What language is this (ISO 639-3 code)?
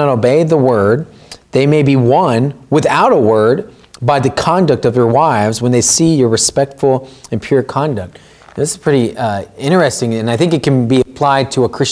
eng